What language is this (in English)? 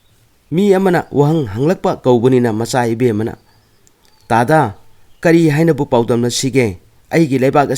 Manipuri